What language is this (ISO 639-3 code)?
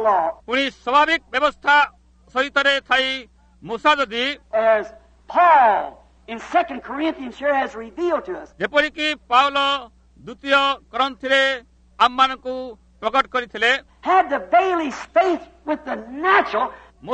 ori